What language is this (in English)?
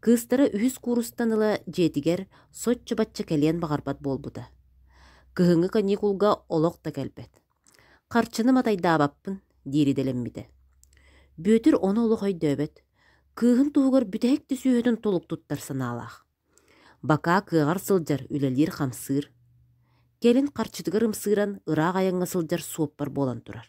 Yakut